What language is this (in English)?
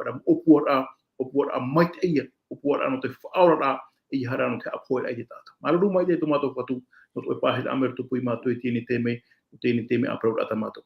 Tahitian